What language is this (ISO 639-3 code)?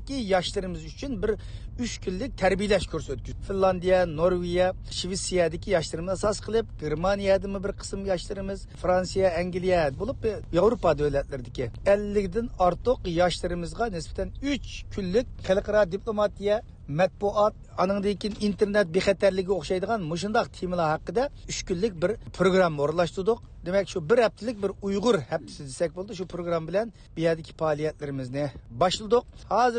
uig